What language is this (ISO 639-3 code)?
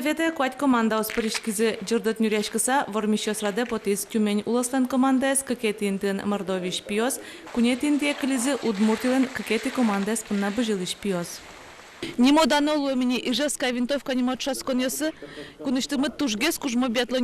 udm